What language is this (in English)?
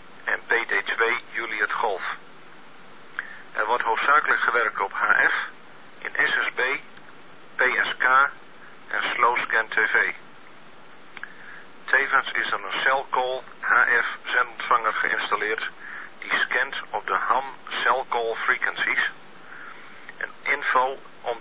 Dutch